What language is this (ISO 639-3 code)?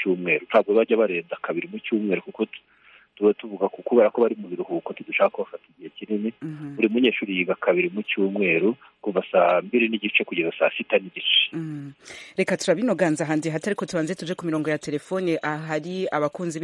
kin